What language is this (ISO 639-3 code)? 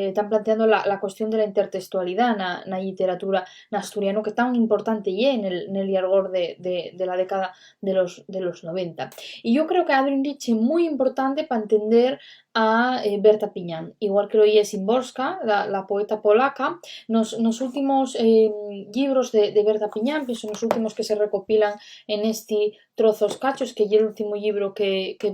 ast